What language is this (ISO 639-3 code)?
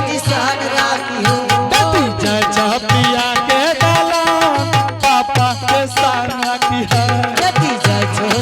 anp